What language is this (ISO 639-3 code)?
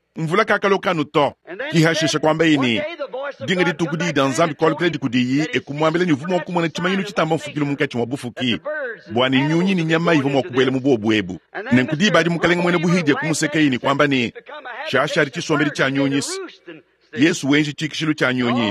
lua